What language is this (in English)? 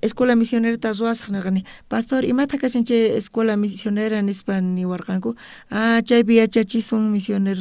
South Bolivian Quechua